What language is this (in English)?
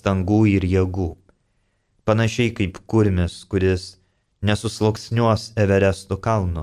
Lithuanian